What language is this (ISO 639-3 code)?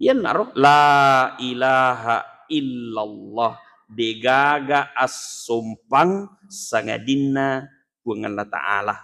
bug